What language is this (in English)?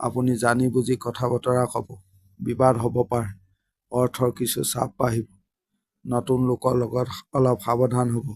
Assamese